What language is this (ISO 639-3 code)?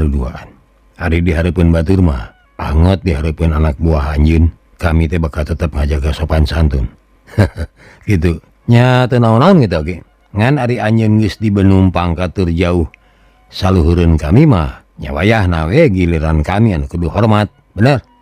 sun